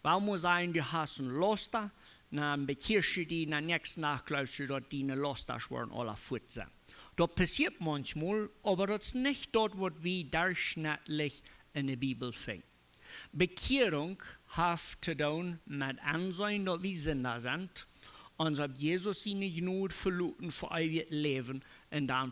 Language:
Plautdietsch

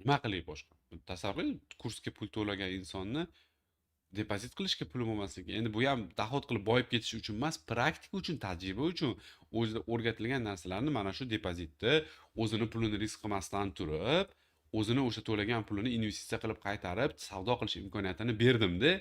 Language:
Uzbek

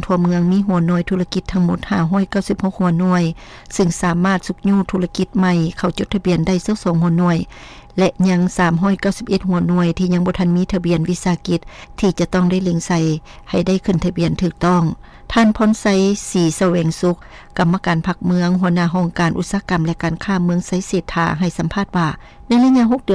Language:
Lao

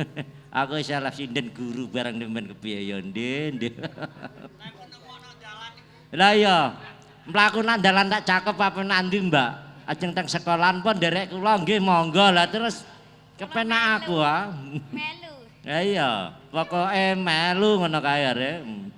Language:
Javanese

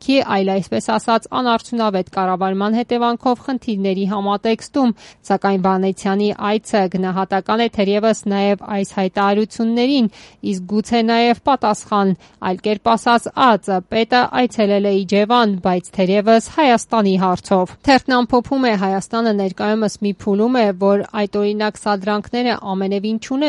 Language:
Armenian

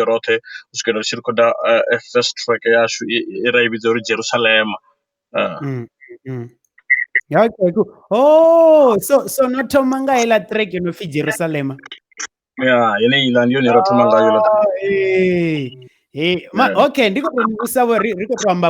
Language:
Venda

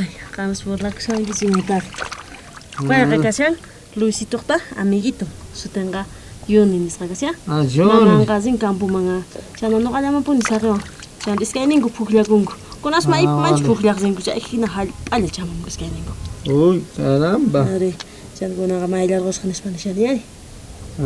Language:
South Bolivian Quechua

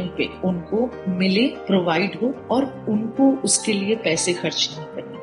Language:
Hindi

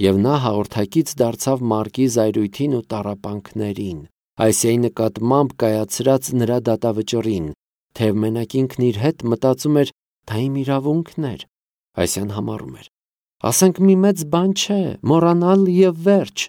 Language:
Armenian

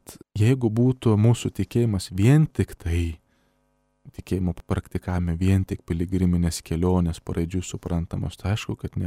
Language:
Lithuanian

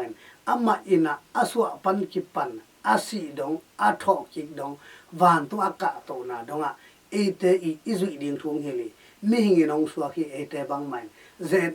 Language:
Tedim Chin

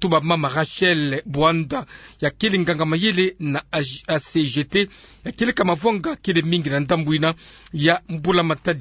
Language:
Kituba (Democratic Republic of Congo)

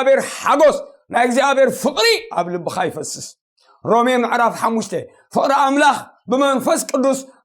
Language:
Tigrinya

